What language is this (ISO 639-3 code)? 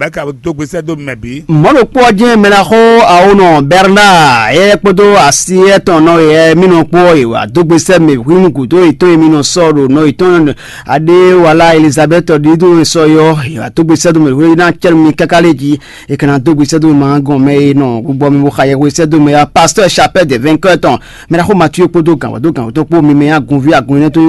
fon